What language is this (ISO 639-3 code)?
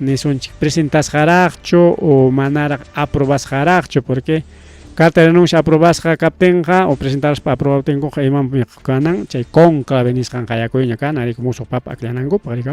quy